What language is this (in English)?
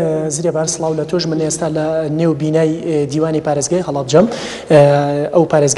Central Kurdish